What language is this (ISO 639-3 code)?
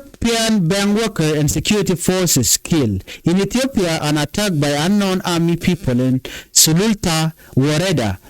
nus